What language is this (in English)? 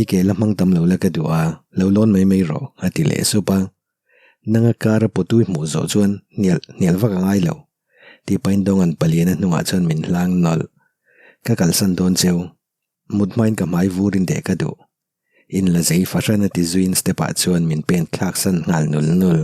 Mizo